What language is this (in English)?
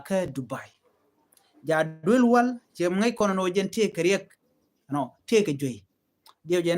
Nuer